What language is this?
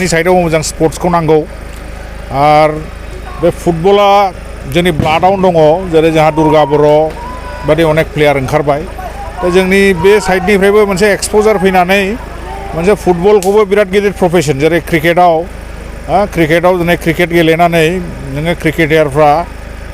Bodo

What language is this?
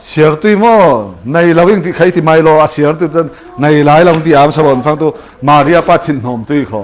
Falam Chin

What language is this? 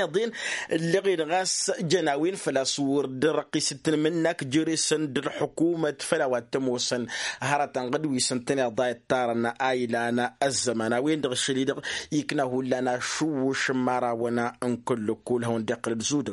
Tamasheq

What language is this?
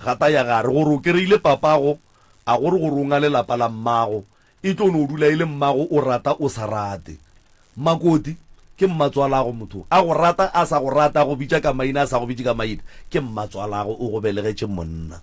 Northern Sotho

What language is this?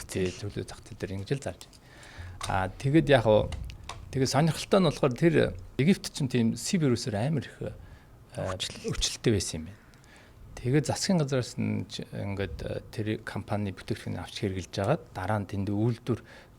Mongolian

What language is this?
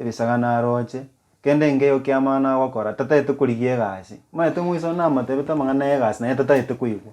Gusii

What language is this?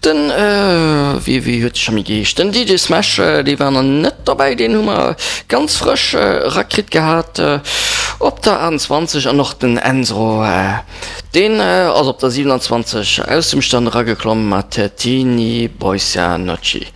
Luxembourgish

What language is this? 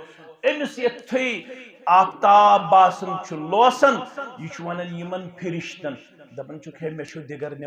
Kashmiri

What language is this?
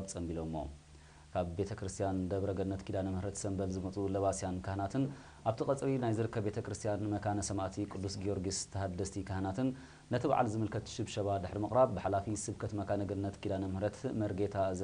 Tigrinya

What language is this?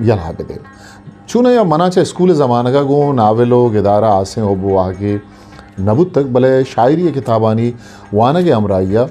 Eastern Balochi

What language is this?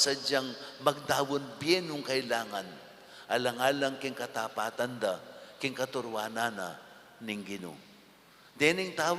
Pampanga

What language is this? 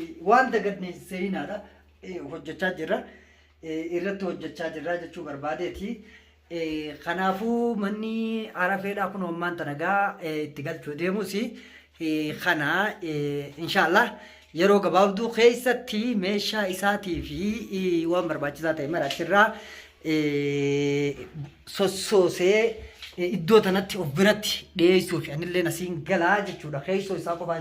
Oromo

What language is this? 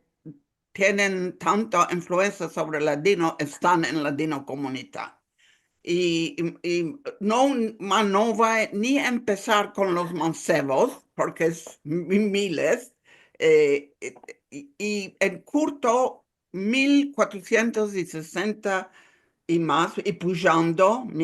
Ladino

